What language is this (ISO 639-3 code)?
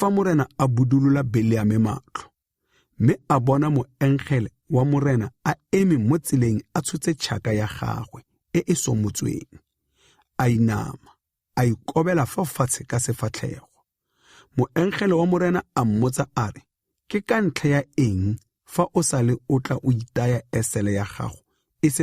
tsn